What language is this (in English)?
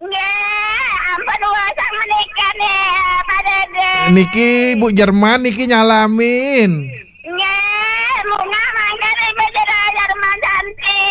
Balinese